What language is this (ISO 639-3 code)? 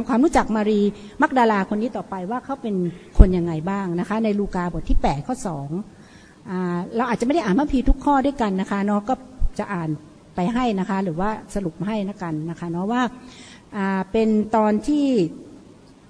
tha